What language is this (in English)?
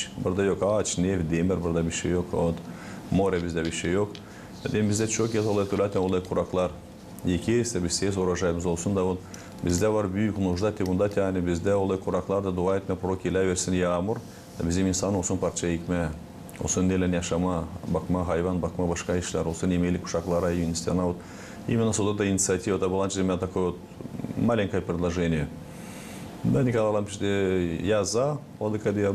Gagauz